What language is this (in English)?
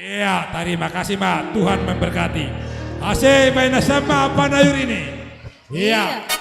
Batak Simalungun